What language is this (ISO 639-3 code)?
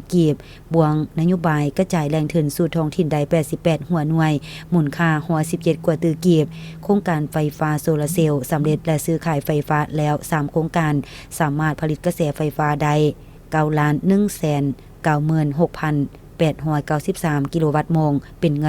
lao